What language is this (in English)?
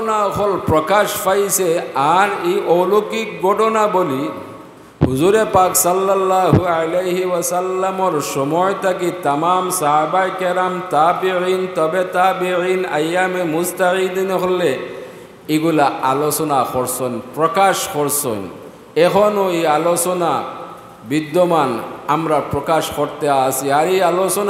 Sylheti